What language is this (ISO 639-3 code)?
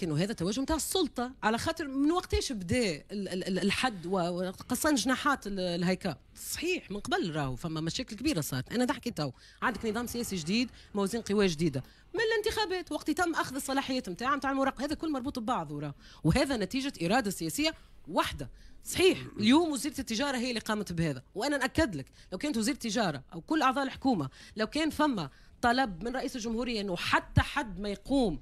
aeb